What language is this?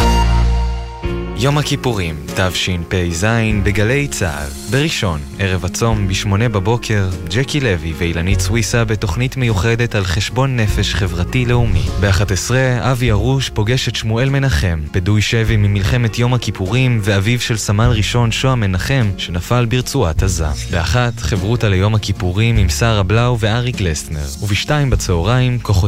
Hebrew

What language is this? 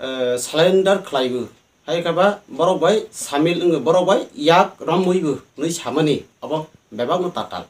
Riang (India)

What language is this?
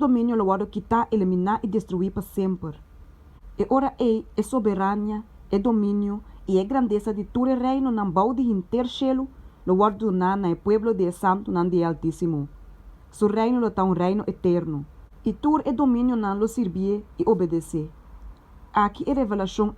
Papiamento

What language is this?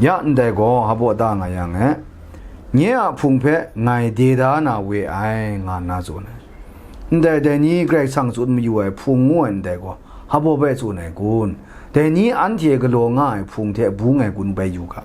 Kachin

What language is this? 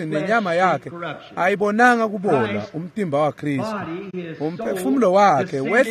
Swati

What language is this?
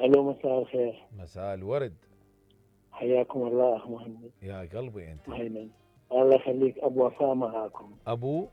Mesopotamian Arabic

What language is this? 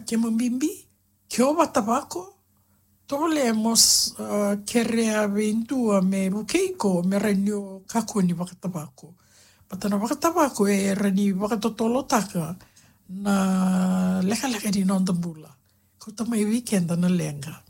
Fijian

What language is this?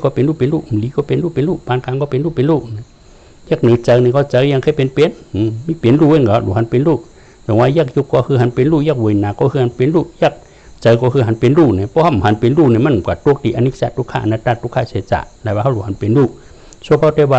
Shan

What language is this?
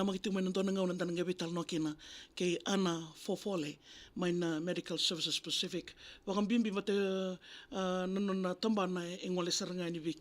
Fijian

